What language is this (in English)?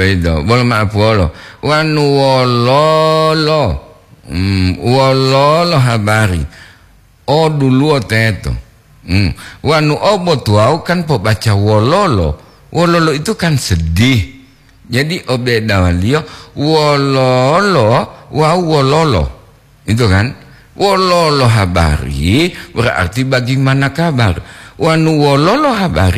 Gorontalo